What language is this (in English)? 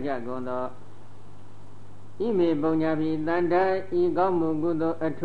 Burmese